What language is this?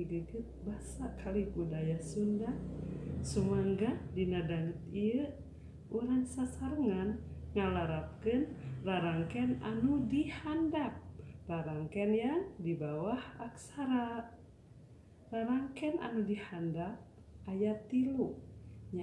Sundanese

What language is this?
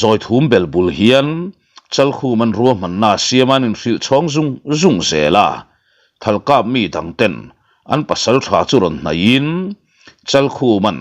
Mizo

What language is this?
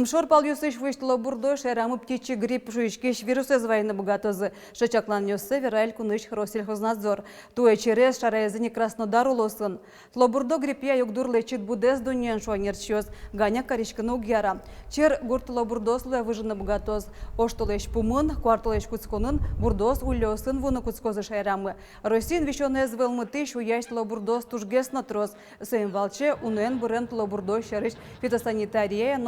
Udmurt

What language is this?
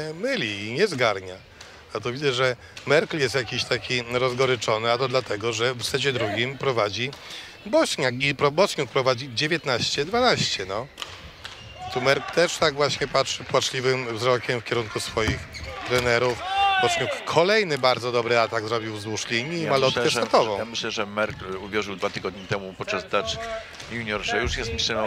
Polish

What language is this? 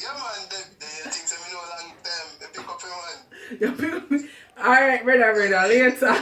Jamaican Creole English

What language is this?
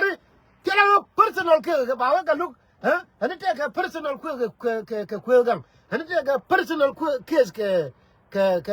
Nuer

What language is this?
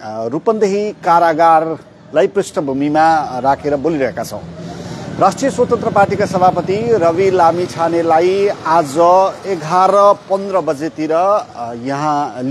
Nepali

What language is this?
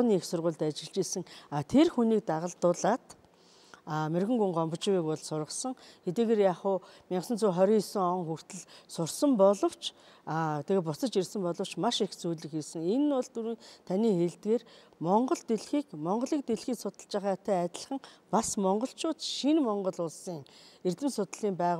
Mongolian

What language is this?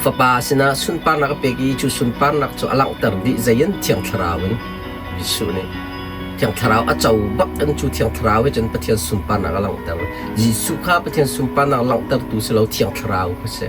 Hakha Chin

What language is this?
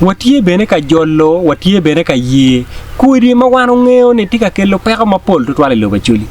Acoli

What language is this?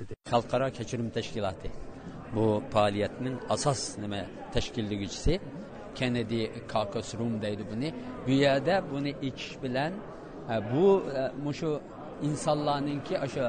Uyghur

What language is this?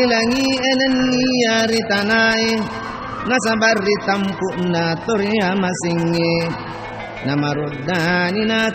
Buginese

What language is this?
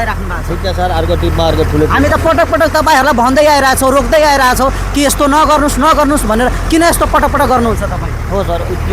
Nepali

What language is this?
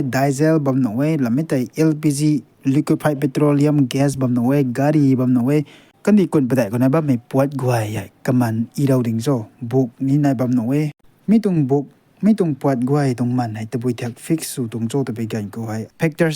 Rongmei Naga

